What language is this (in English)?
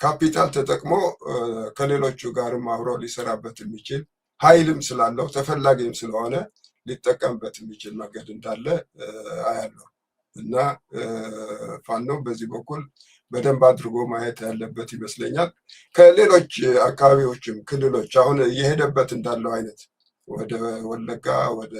Amharic